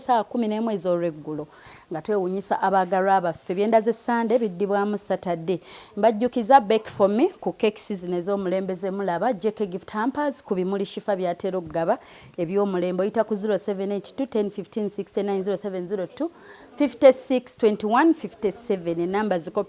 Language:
Ganda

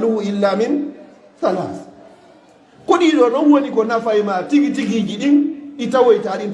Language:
Fula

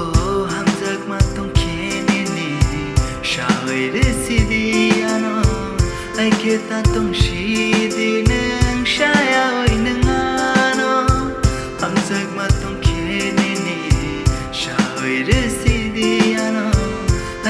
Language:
Kok Borok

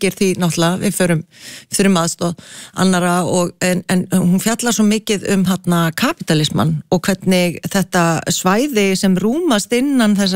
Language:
Icelandic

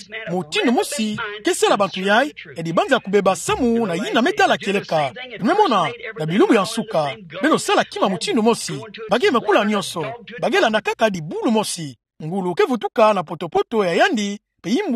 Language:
Kituba (Democratic Republic of Congo)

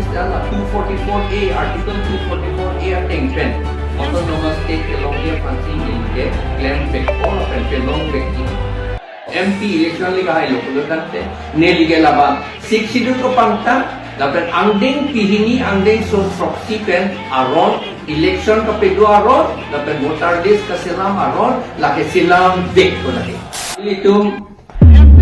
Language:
Karbi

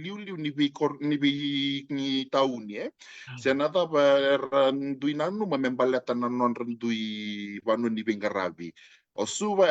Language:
Fijian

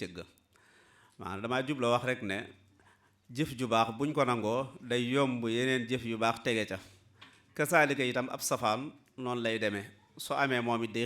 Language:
Wolof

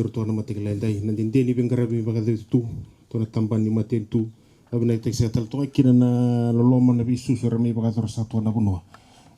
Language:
Fijian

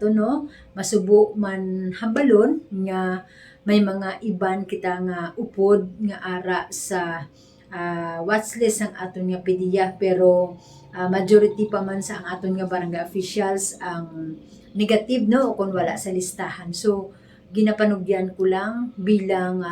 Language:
Hiligaynon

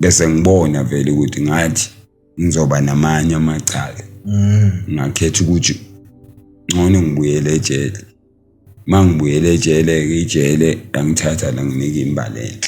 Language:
Zulu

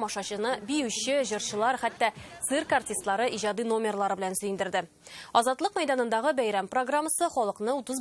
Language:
Tatar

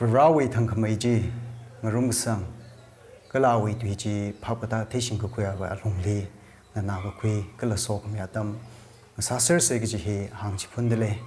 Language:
Tangkhul Naga (India)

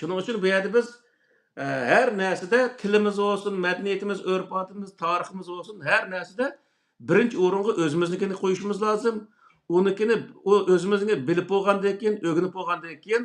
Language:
Uyghur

